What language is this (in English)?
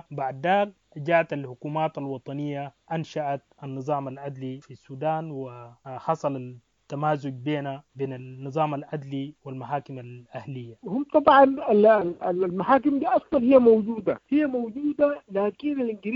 Sudanese Arabic